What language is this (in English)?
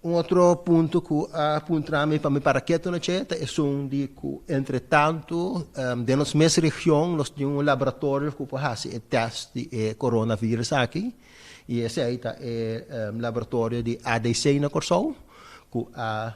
Papiamento